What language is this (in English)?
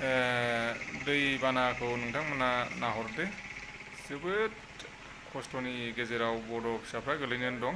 Bodo